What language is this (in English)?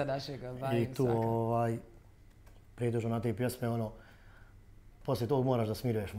Bosnian